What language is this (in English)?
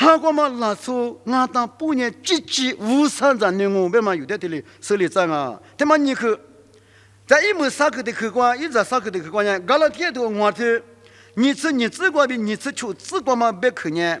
Lisu